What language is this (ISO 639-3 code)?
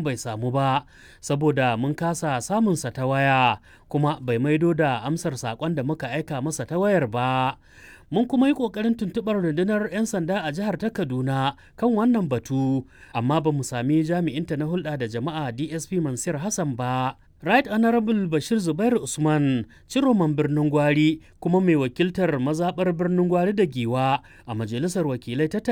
hau